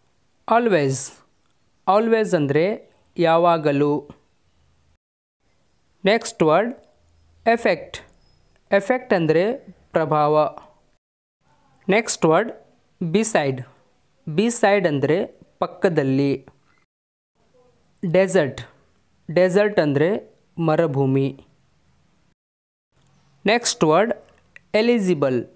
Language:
Kannada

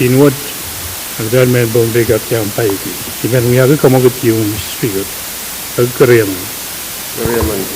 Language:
Pohnpeian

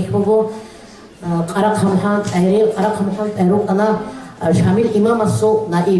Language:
Avaric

